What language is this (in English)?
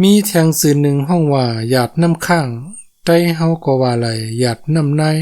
Shan